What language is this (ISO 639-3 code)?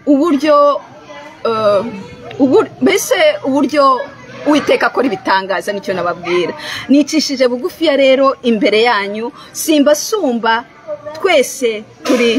kin